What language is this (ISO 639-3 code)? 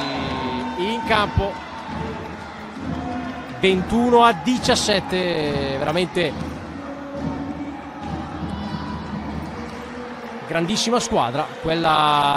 ita